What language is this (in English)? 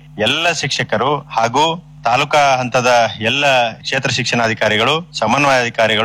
Kannada